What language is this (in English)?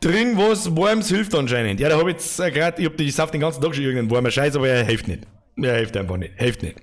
Bavarian